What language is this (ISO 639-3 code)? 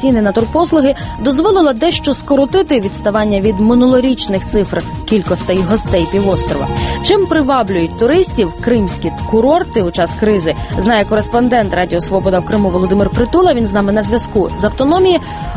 ukr